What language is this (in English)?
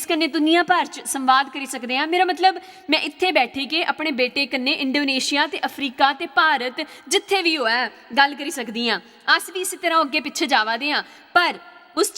Dogri